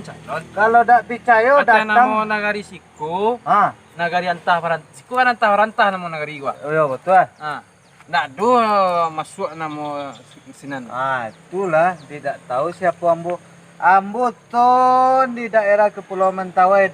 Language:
Minangkabau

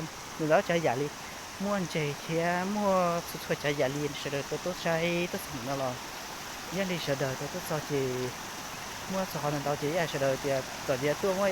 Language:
Hmong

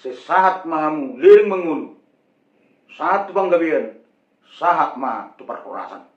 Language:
Batak Toba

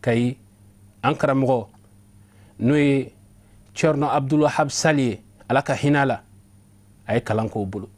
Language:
Bambara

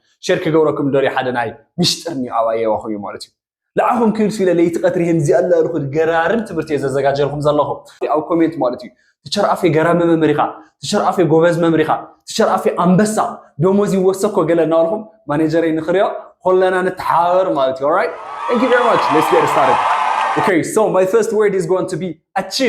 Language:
Tigrinya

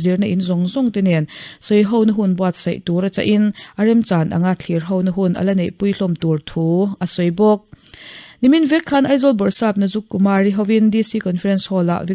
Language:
Mizo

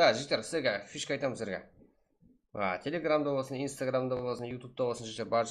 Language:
Kara-Kalpak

